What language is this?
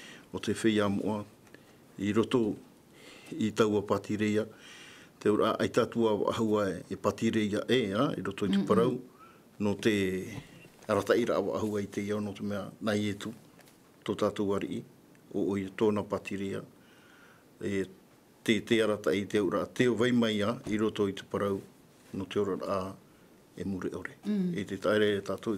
Tahitian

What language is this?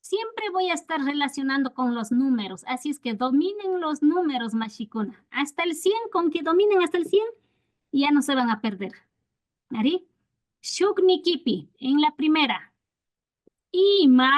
Imbabura Highland Quichua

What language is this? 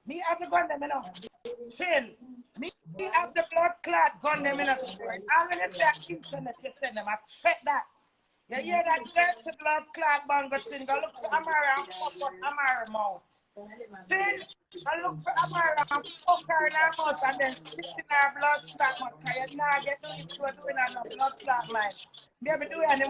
Jamaican Creole English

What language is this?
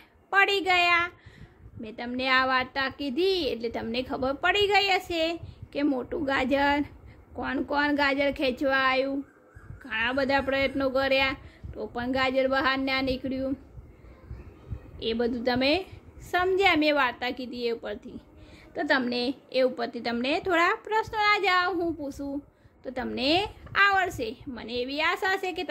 Gujarati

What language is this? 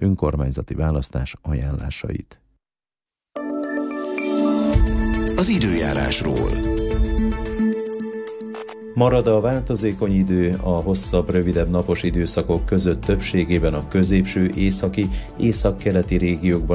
Hungarian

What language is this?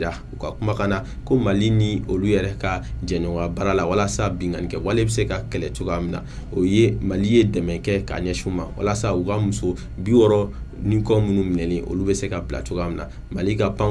Bambara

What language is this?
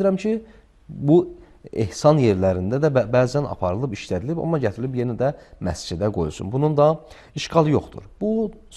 Azerbaijani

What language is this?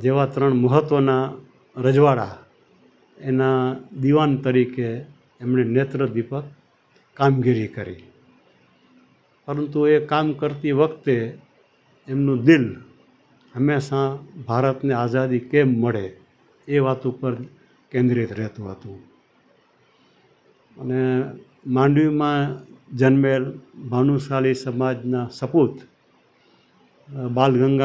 Gujarati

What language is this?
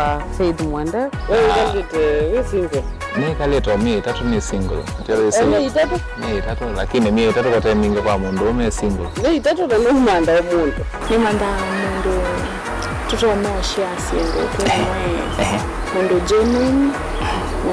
Kamba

